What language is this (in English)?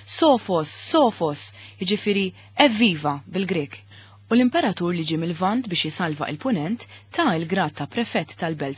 Maltese